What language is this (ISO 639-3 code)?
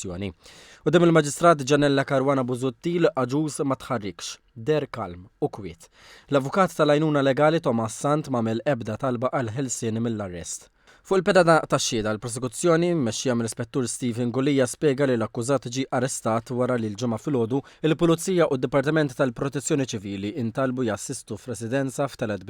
mlt